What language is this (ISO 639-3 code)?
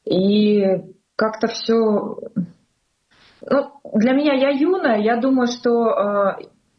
rus